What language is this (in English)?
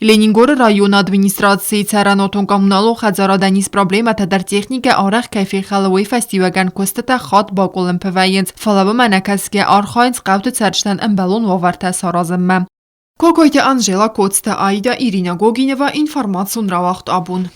Ossetic